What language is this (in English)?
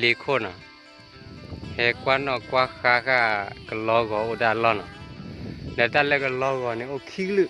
S'gaw Karen